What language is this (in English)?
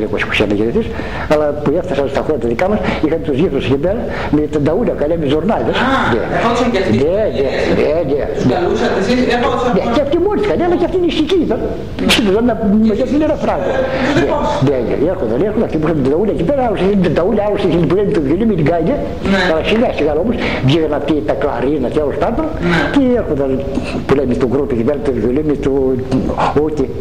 Greek